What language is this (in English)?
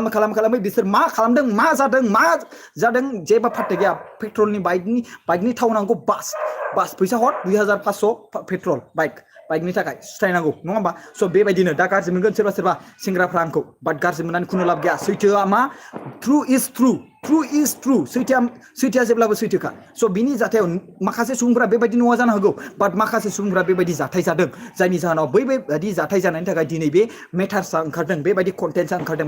Bodo